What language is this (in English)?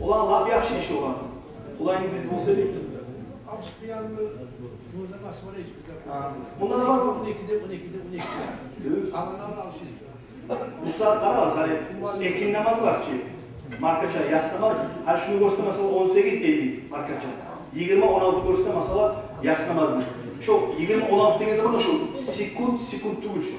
Kumyk